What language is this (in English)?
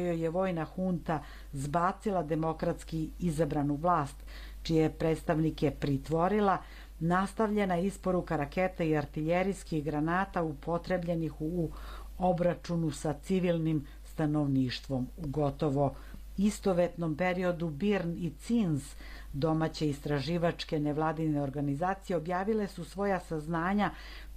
Serbian